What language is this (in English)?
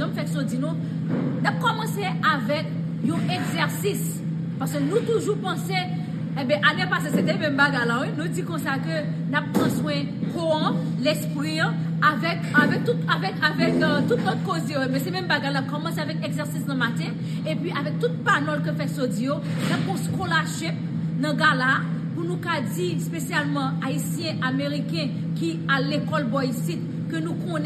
Haitian Creole